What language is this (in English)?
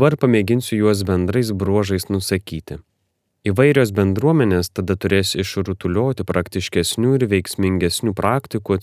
Lithuanian